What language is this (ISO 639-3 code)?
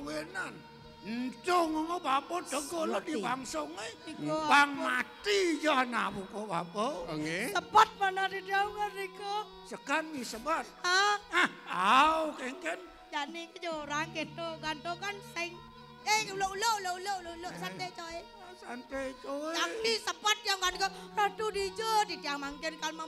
ban